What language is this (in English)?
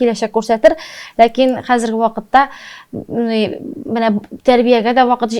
Tatar